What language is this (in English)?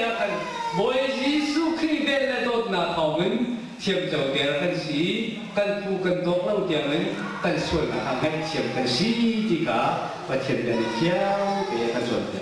Hakha Chin